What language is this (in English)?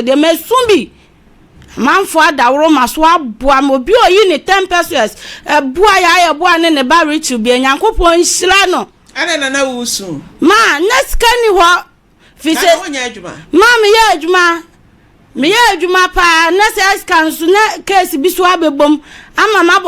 Akan